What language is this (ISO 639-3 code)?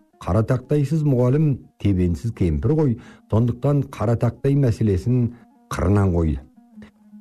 kaz